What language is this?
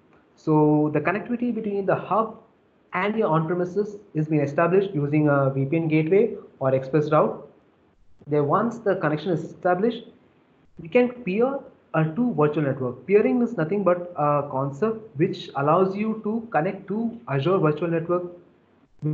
English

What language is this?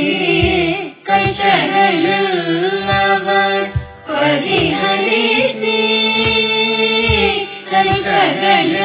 Kannada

